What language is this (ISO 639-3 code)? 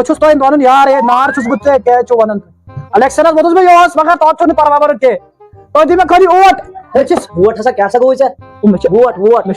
kas